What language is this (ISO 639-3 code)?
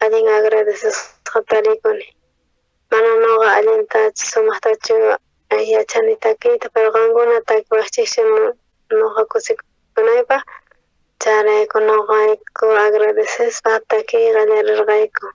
quh